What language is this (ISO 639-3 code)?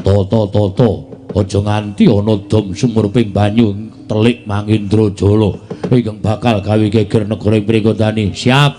jav